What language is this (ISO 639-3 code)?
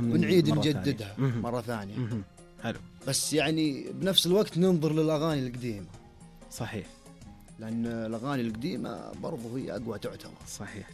ars